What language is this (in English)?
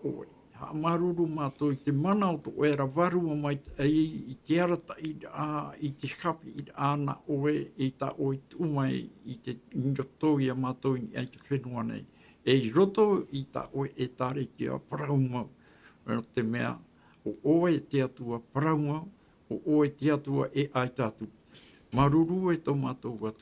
Tahitian